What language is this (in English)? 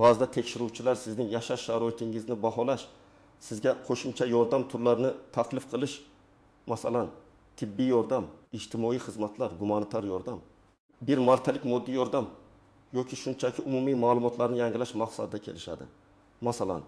Uzbek